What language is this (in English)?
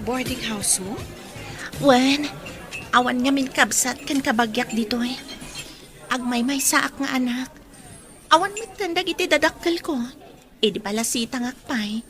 Iloko